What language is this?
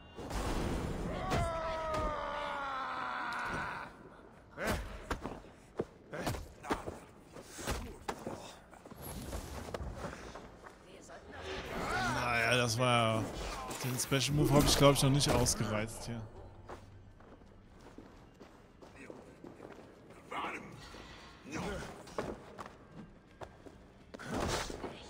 German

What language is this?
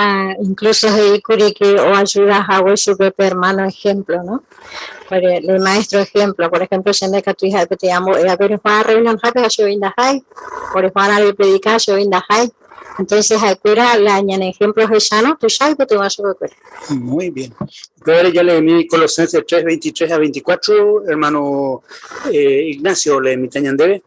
Guarani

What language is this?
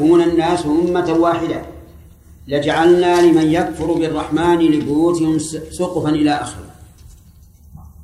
Arabic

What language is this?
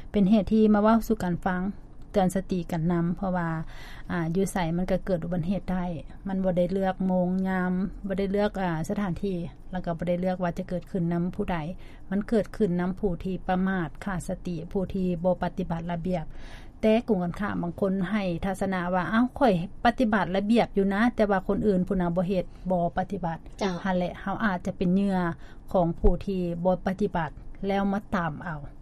Lao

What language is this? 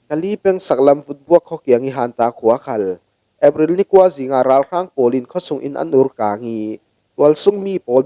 Falam Chin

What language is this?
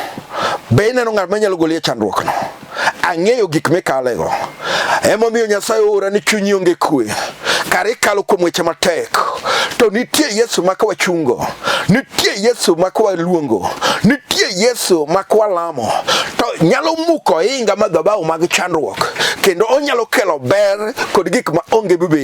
Luo (Kenya and Tanzania)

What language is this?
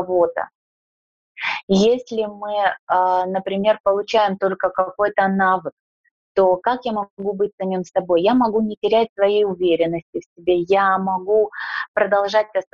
Russian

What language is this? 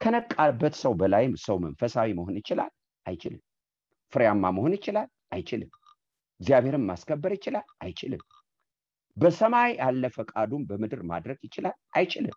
Amharic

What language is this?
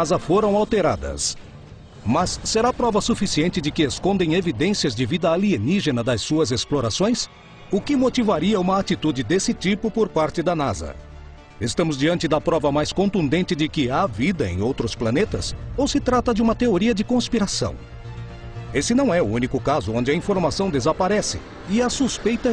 Portuguese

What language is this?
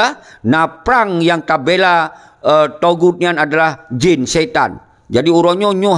Achinese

